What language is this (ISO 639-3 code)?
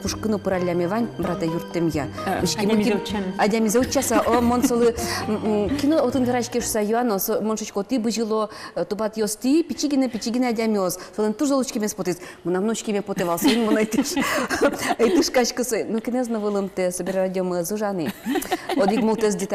udm